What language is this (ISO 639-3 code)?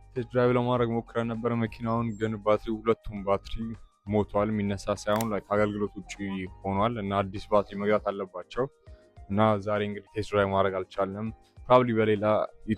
amh